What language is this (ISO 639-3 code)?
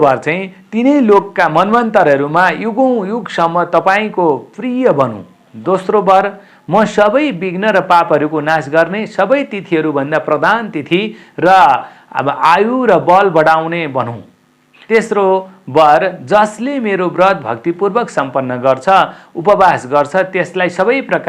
nep